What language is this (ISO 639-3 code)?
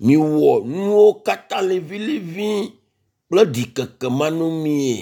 ewe